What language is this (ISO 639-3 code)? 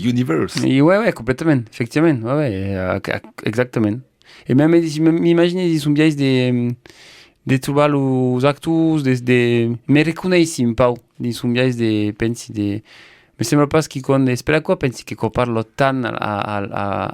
oci